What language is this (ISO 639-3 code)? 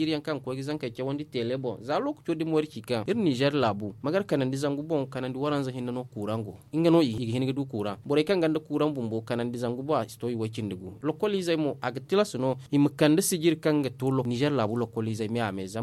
dje